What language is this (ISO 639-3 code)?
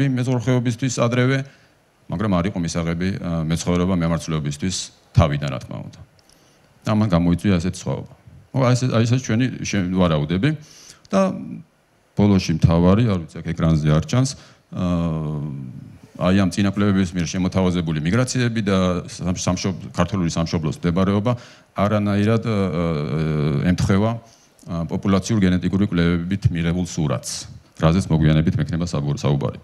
kat